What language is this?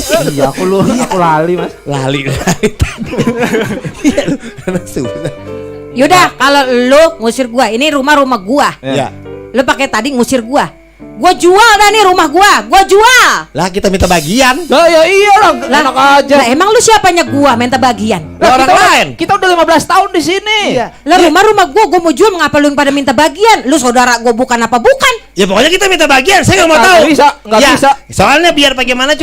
Betawi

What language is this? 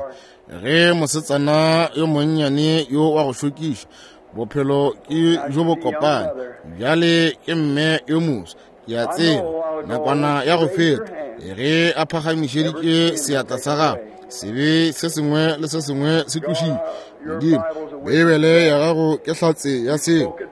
Northern Sotho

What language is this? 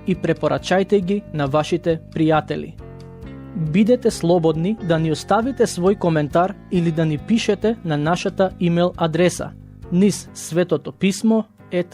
Macedonian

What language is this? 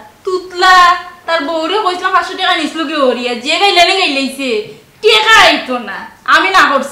Sylheti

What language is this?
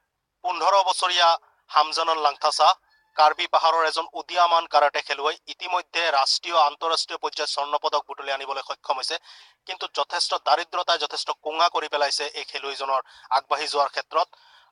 Assamese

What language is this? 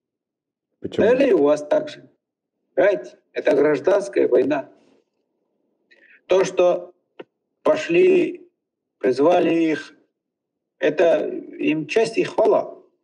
Russian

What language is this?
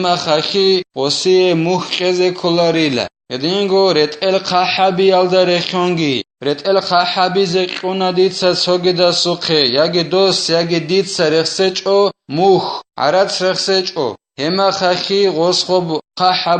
Avaric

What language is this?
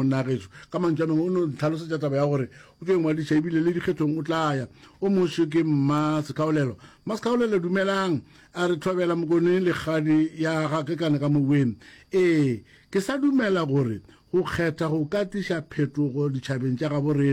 Northern Sotho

